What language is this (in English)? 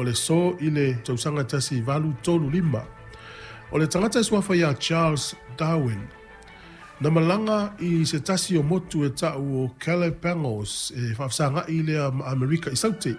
Samoan